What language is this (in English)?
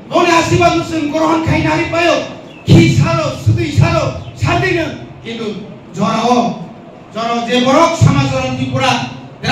Kok Borok